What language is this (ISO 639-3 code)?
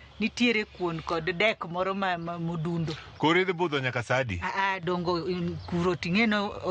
luo